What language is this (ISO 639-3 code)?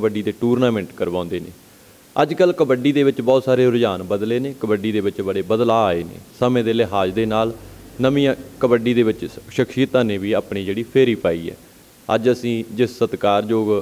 pan